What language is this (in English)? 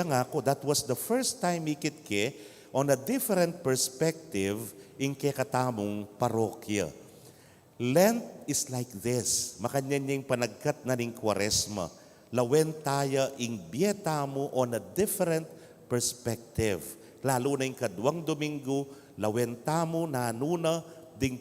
Pampanga